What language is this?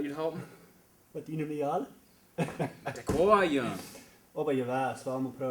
Plautdietsch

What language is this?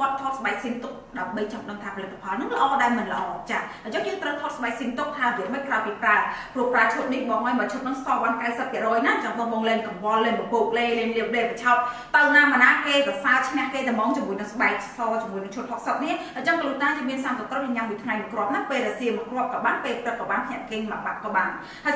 Khmer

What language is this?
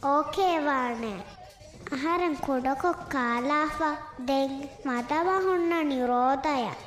Divehi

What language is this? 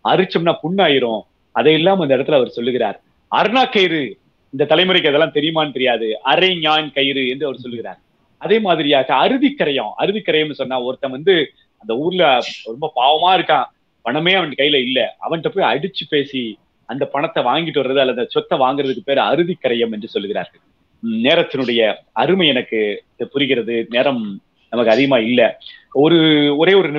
Tamil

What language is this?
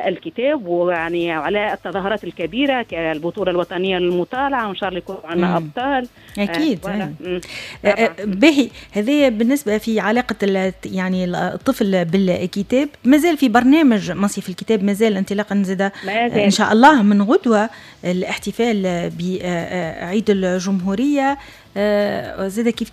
Tunisian Arabic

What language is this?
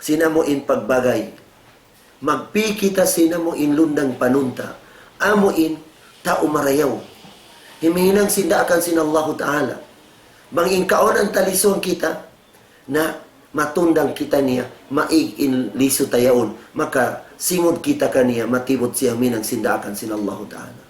Tausug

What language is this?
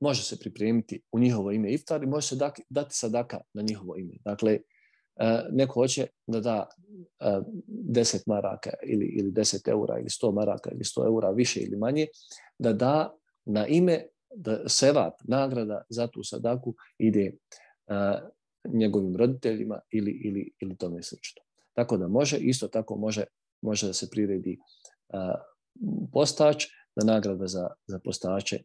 Bosnian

